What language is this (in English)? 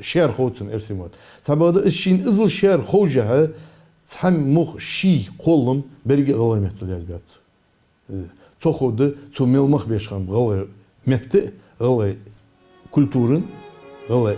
Ingush